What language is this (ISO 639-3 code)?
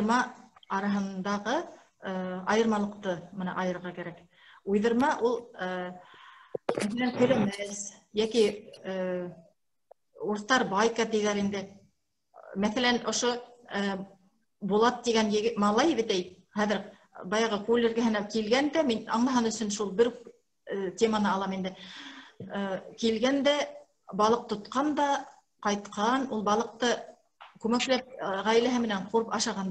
bak